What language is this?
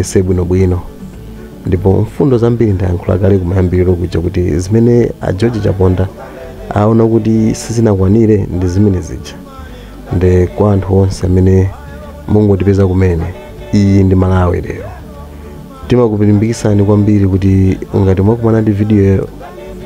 Nyanja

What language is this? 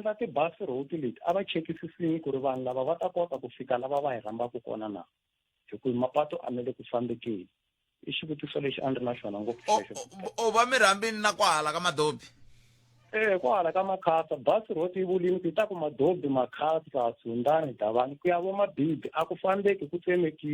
Tsonga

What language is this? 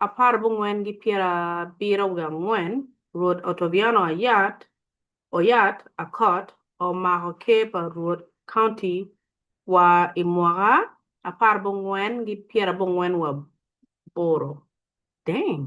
Acoli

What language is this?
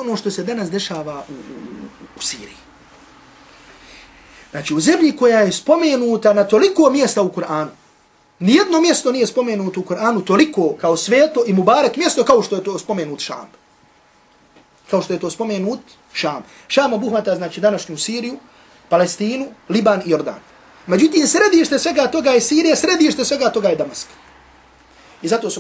Bosnian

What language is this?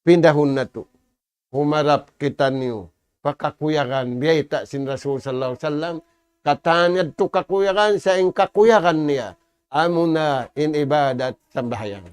Tausug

